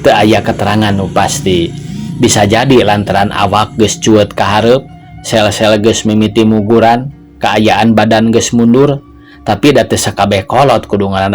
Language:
Sundanese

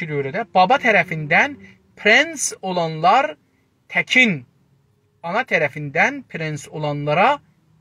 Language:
South Azerbaijani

